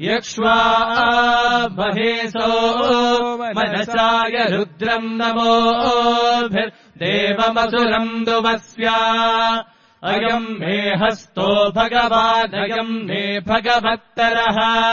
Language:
Sanskrit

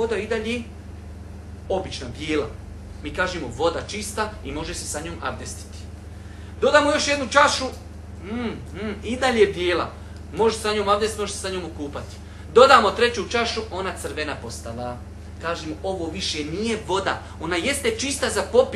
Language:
Bosnian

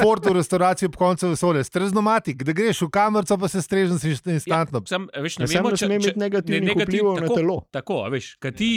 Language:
Slovenian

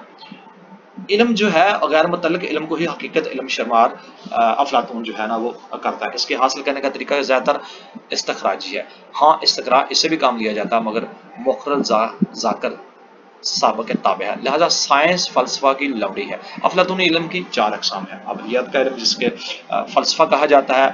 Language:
Urdu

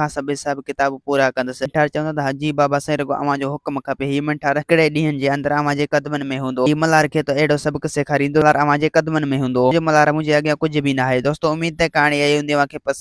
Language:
Sindhi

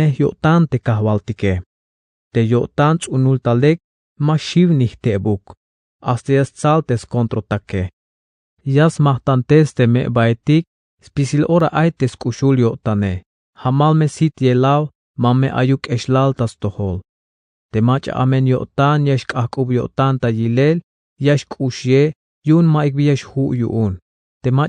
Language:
Tzeltal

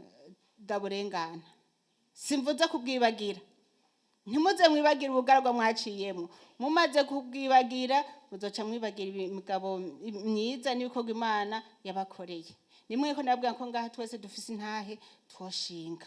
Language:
Rundi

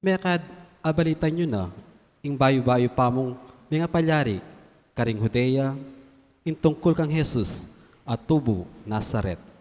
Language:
Pampanga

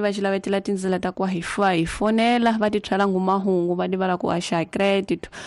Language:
Tsonga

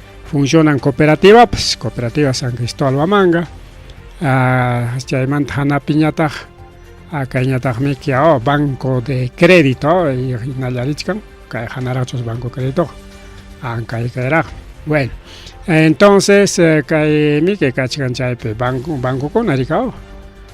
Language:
Ayacucho Quechua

